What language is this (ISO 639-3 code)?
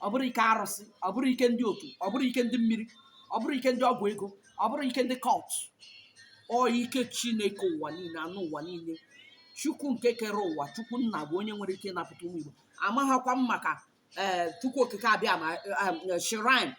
ibo